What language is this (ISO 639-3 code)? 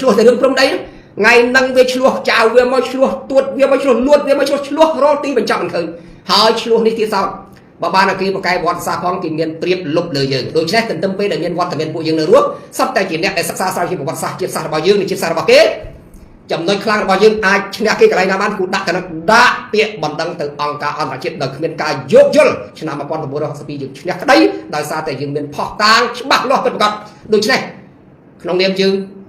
khm